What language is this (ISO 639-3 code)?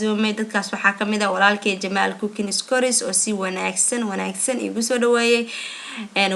som